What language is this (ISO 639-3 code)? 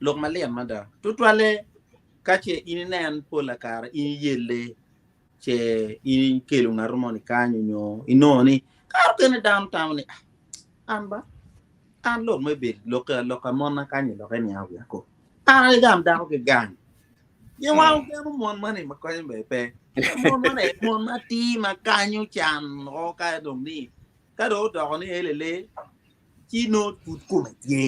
ach